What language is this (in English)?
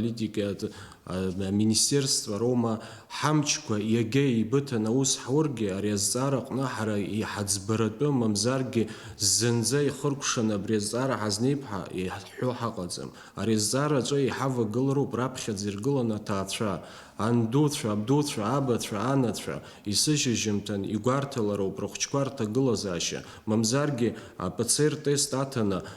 Abkhazian